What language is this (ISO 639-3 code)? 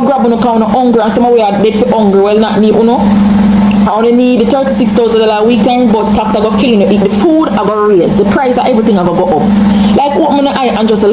jam